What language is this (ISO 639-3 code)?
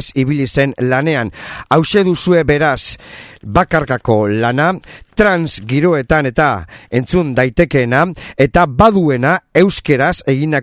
eus